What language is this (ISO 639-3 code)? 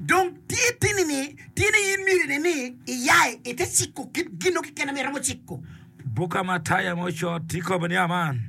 ach